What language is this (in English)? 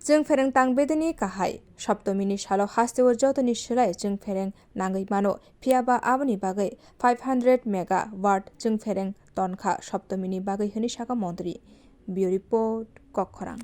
Kok Borok